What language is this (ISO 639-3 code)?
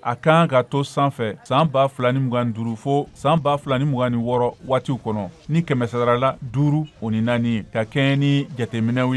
bam